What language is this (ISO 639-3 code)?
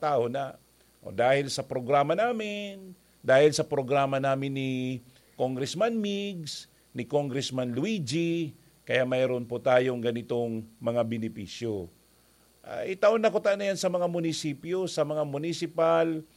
bik